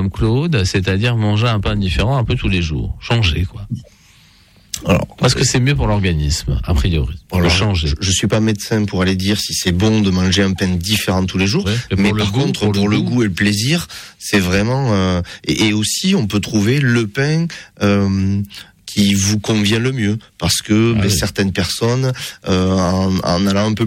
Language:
French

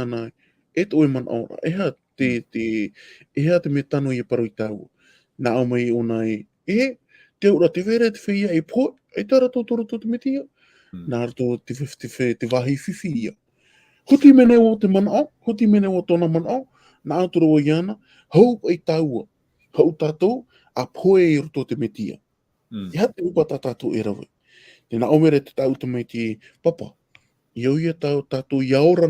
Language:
Tahitian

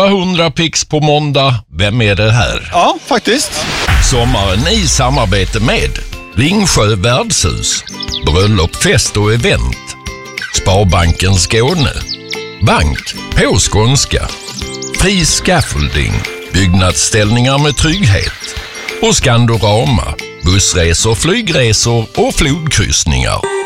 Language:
Swedish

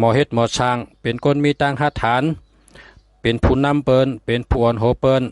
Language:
Shan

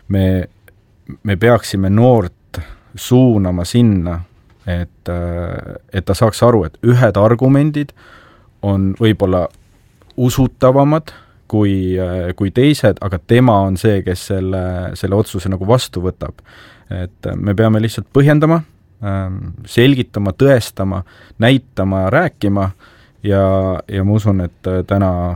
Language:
Estonian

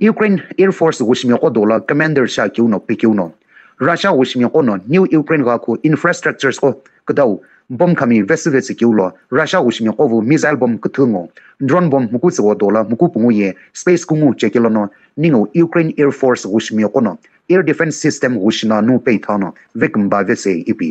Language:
Sumi Naga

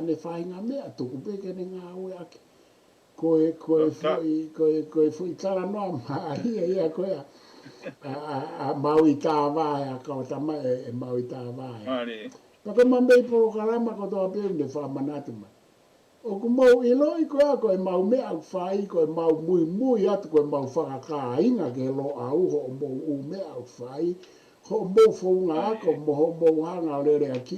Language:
Tongan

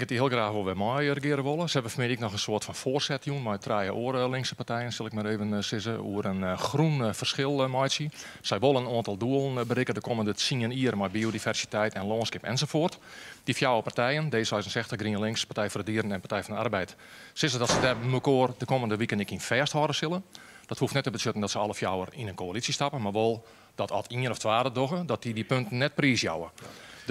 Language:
Western Frisian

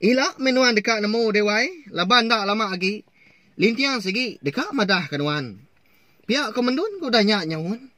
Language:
Iban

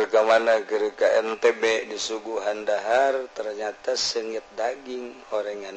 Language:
Sundanese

